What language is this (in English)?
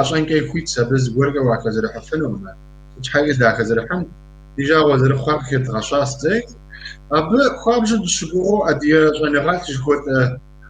Kabardian